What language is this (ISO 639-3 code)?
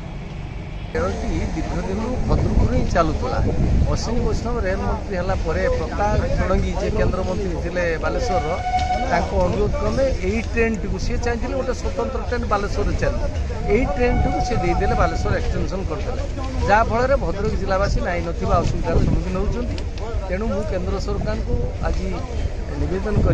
ori